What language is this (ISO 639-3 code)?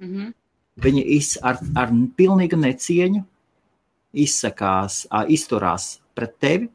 lav